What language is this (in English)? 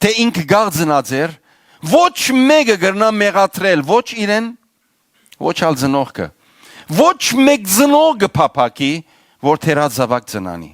Western Armenian